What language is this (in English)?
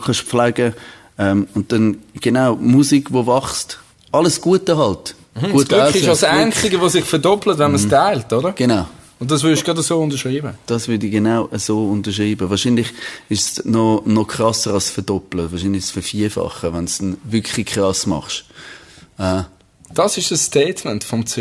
Swiss German